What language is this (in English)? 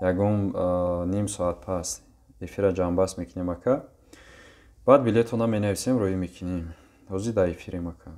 Tajik